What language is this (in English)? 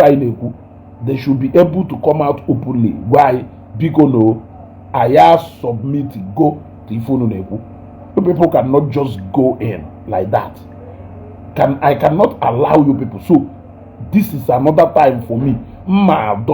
Igbo